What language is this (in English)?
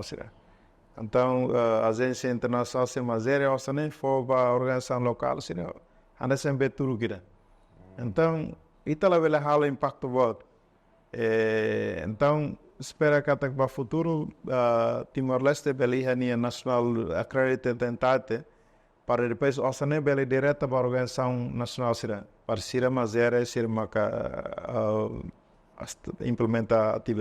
Tetum